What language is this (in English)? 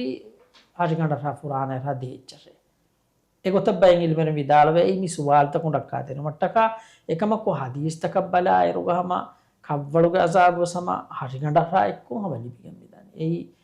Divehi